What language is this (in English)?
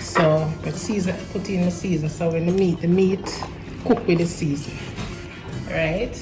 Jamaican Creole English